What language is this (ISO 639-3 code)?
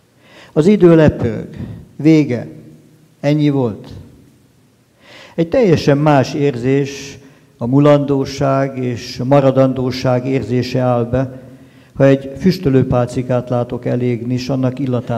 hun